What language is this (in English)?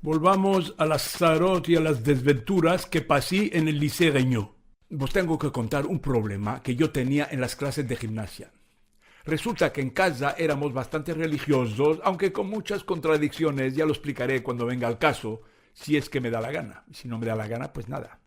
Ladino